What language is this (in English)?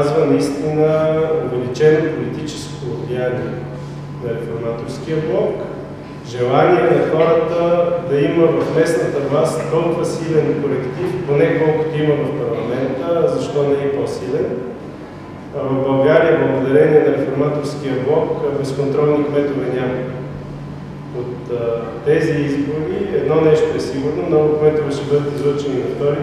Bulgarian